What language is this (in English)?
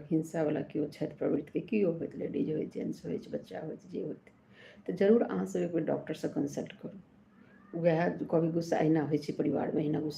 Maithili